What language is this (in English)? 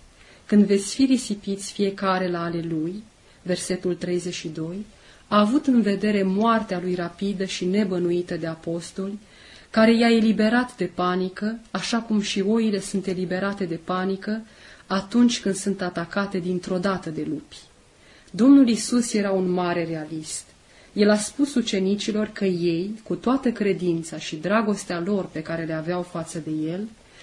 Romanian